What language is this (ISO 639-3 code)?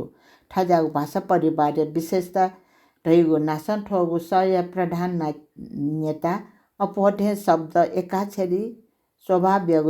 new